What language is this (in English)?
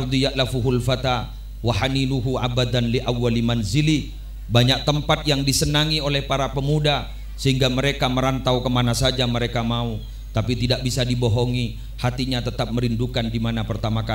Madurese